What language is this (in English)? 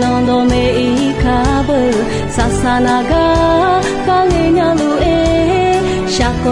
Akha